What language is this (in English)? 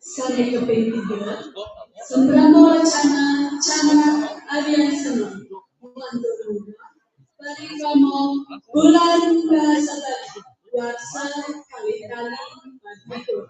Balinese